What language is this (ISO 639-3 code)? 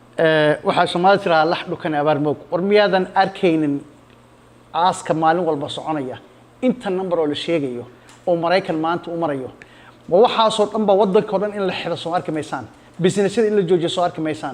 som